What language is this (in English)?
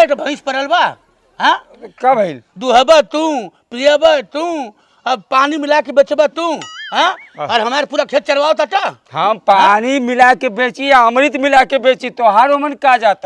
Bhojpuri